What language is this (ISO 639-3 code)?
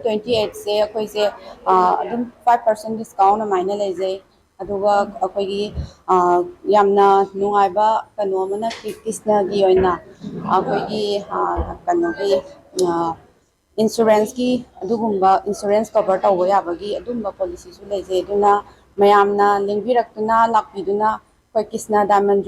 mni